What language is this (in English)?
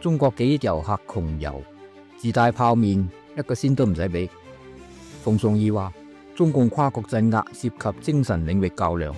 Cantonese